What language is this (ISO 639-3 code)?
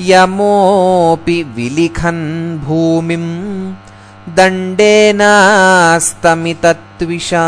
san